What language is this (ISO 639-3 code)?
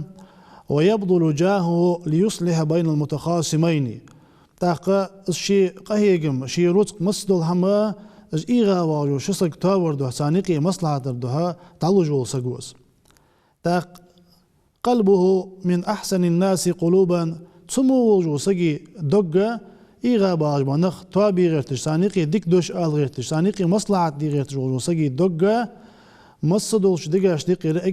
inh